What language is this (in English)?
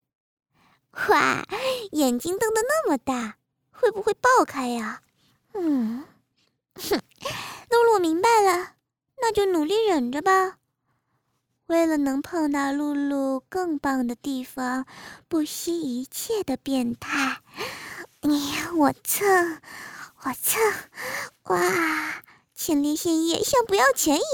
Chinese